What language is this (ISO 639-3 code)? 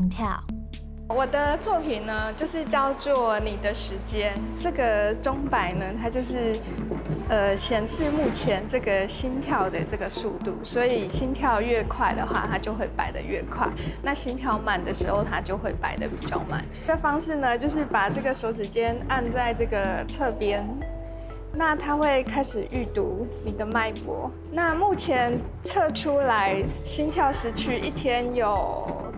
zho